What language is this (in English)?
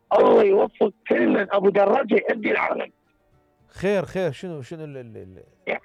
Mesopotamian Arabic